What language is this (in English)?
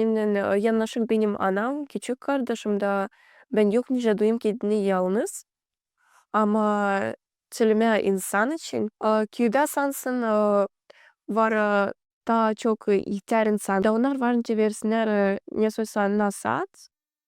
Gagauz